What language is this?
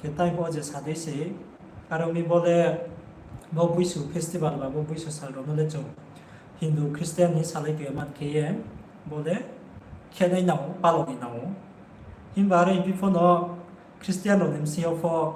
Riang (India)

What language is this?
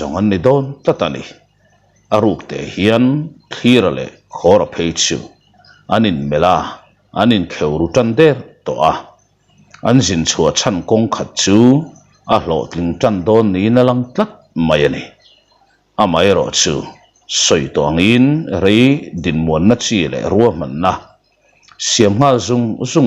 Mizo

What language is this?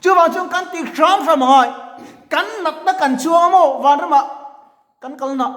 Mizo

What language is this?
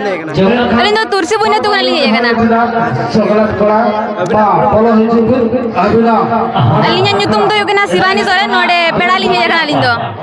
Santali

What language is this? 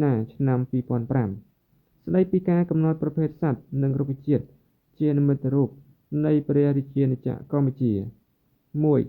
Khmer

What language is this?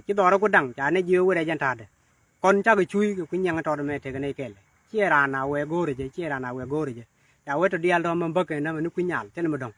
Nuer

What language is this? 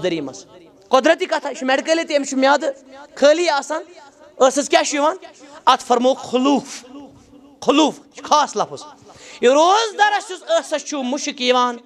Kashmiri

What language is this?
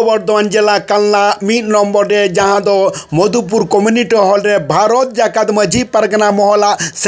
Santali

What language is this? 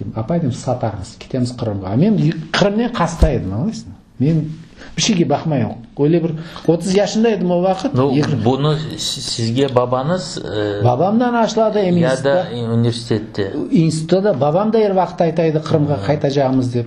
Crimean Tatar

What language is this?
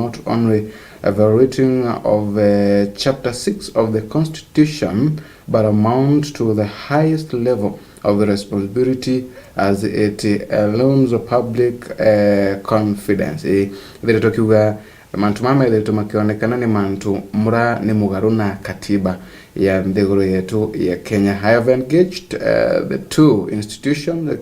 Meru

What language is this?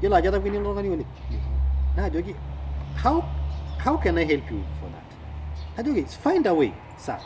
Masai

